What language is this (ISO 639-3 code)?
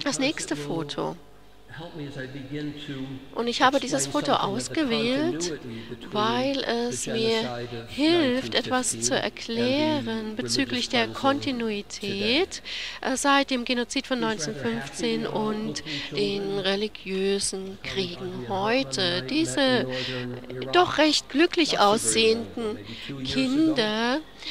deu